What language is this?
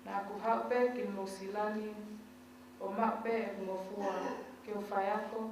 Tongan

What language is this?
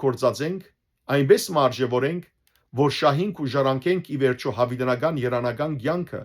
Western Armenian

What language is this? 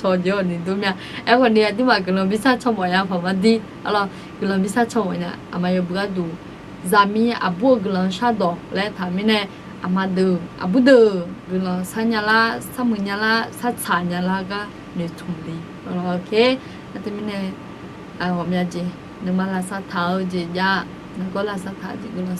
Akha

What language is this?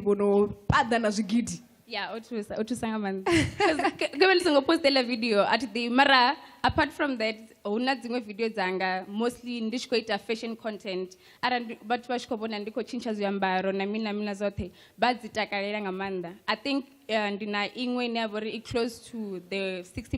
Venda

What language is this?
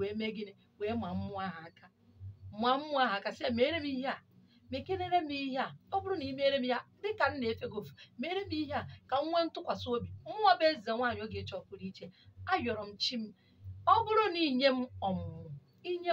Igbo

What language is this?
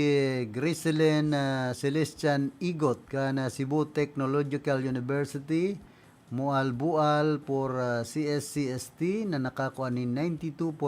Bikol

